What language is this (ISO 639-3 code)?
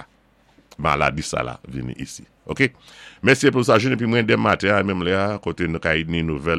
acf